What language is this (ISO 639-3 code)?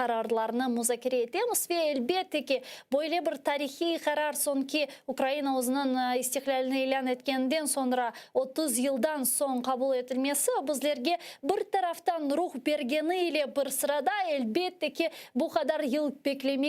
crh